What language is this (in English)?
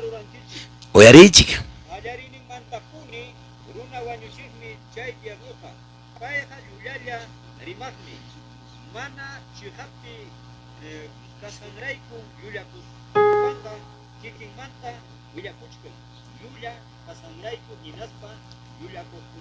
Quechua